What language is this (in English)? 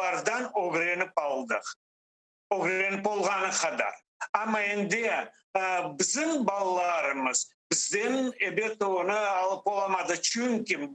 Crimean Tatar